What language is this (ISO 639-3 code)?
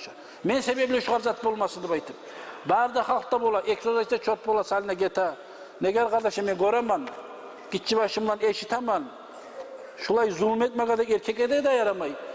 kum